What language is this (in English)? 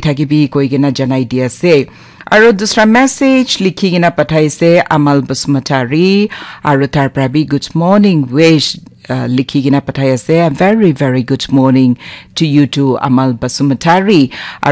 Naga Pidgin